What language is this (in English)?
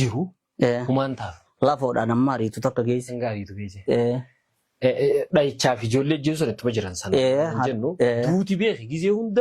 Oromo